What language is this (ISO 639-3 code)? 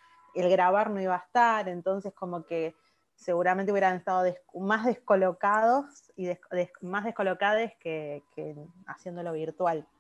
spa